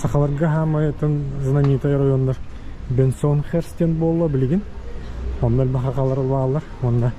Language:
Yakut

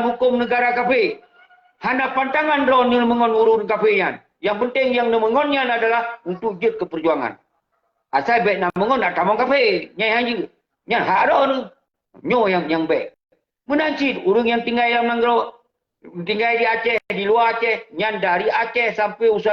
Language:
Achinese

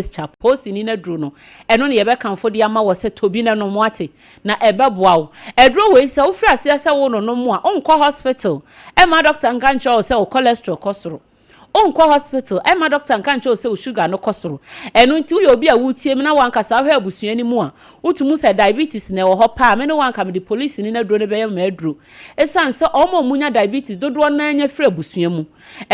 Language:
Akan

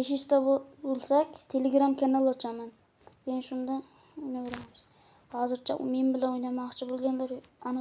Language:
Uzbek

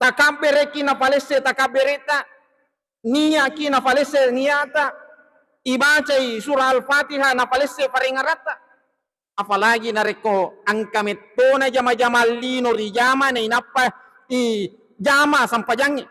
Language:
Buginese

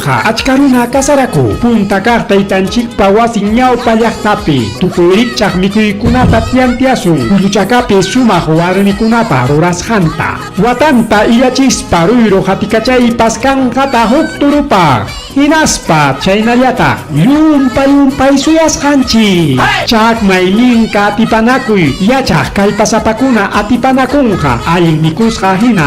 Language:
Ayacucho Quechua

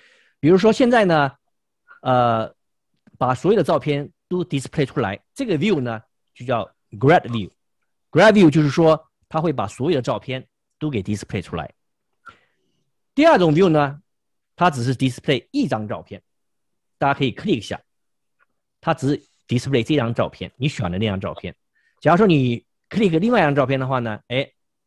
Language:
Chinese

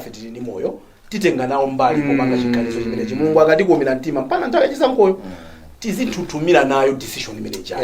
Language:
Nyanja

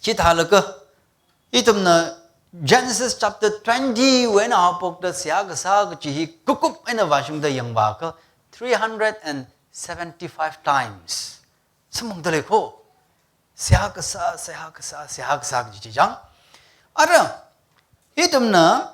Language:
Tangkhul Naga (India)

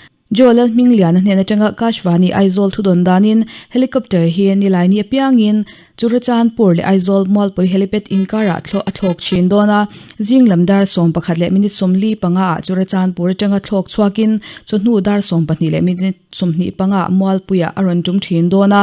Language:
Mizo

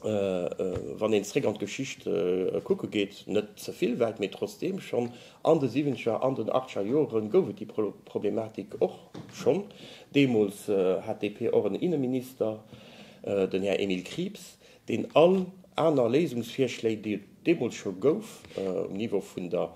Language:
Luxembourgish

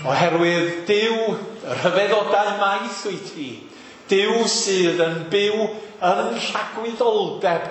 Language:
Welsh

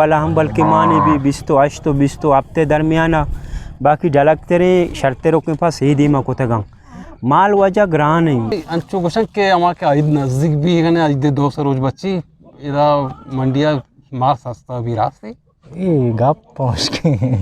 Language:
Eastern Balochi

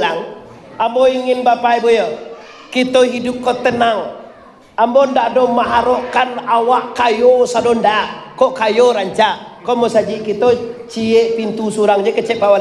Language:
Minangkabau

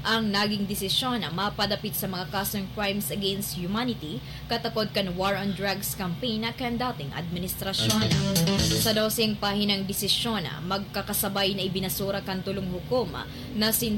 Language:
Bikol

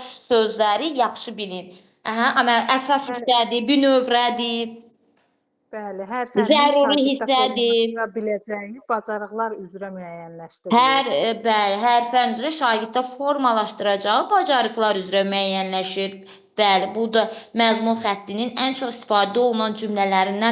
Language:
Azerbaijani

